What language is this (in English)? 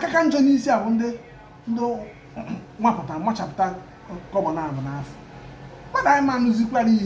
Igbo